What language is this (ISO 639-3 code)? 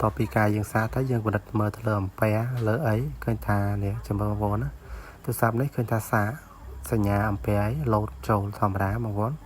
khm